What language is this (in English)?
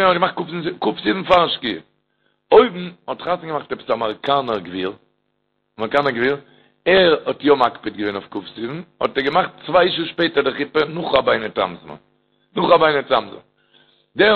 Yiddish